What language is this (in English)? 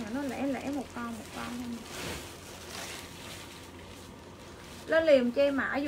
Vietnamese